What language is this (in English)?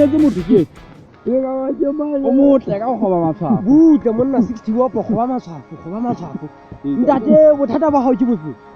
Southern Sotho